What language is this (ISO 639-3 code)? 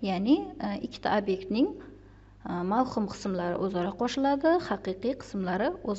uzb